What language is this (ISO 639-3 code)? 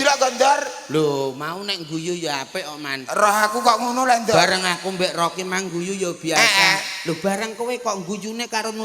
jav